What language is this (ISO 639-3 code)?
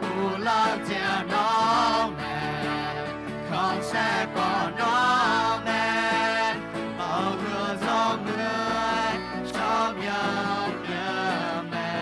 ahk